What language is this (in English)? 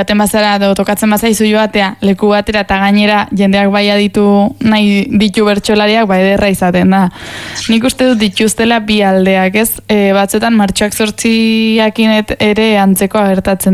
Basque